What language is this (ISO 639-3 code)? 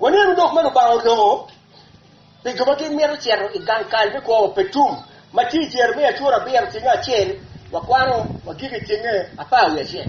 ach